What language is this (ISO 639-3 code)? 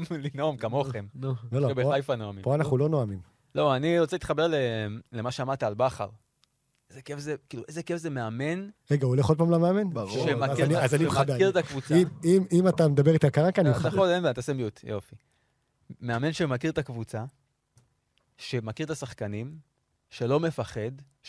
heb